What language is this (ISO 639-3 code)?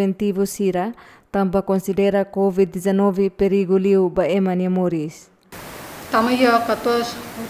tet